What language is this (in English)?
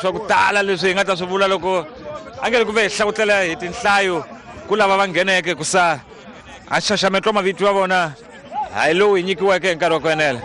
Tsonga